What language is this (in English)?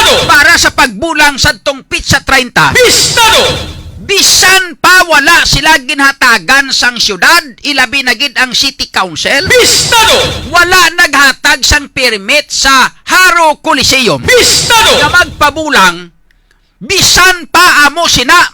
Hiligaynon